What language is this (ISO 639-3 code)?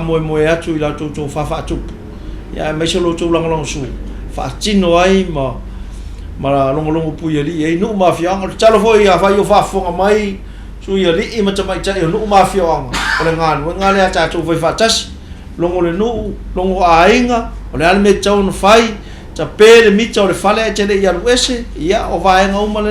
smo